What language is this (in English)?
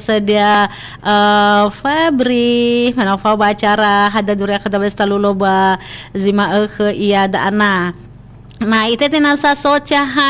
Nias